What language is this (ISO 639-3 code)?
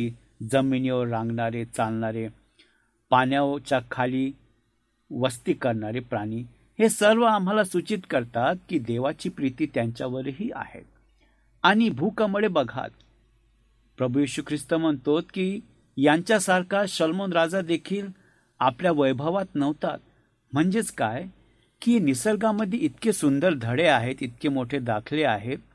mar